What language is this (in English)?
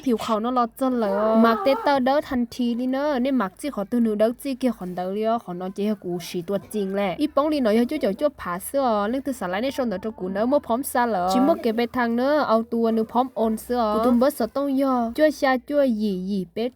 Hmong